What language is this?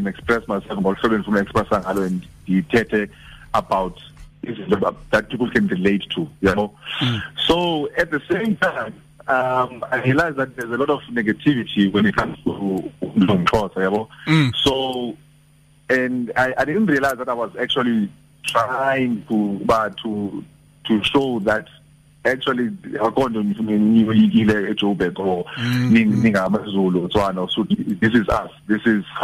Xhosa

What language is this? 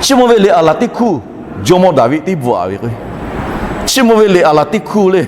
Lahu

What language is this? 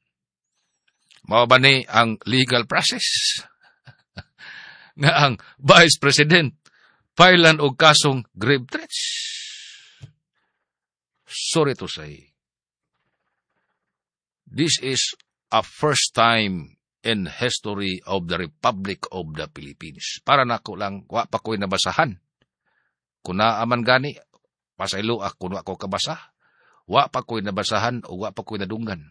Cebuano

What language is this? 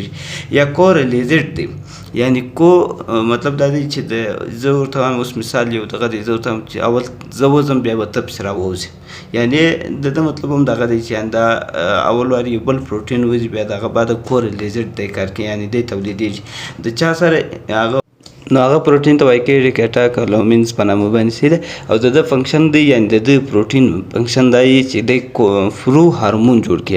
Pashto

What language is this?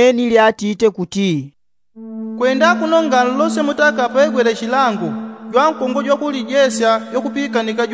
Yao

